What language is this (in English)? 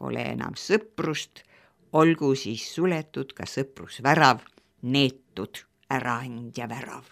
Estonian